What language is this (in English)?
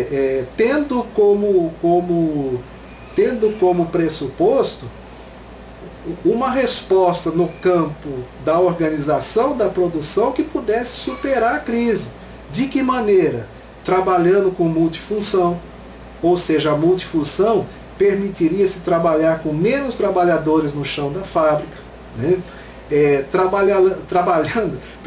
Portuguese